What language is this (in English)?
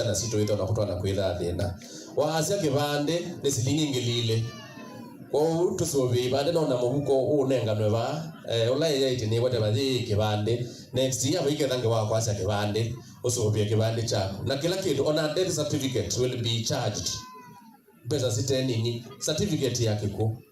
Kamba